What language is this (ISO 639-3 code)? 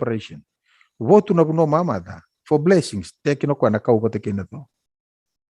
fij